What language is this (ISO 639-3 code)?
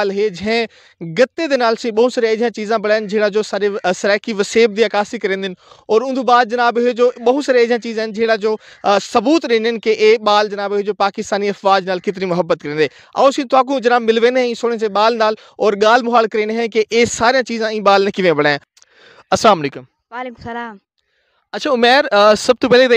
skr